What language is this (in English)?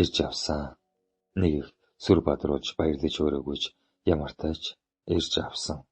Mongolian